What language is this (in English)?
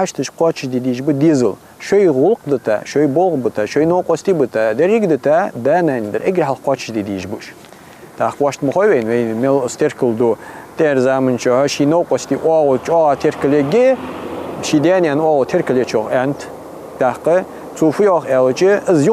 Ingush